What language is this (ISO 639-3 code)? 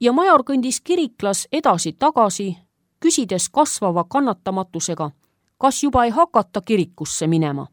est